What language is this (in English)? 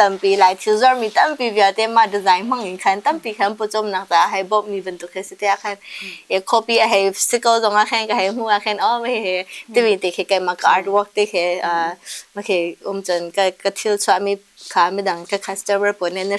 Hakha Chin